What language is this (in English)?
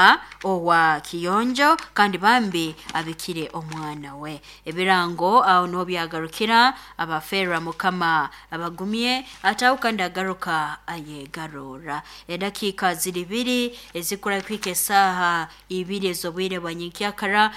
Nyoro